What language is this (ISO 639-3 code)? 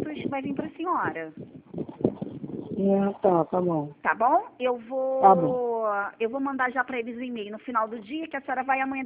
por